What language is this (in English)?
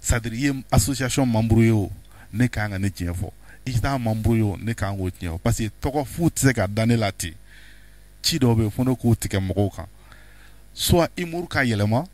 Bambara